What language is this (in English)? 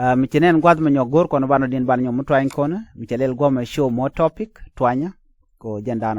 Nuer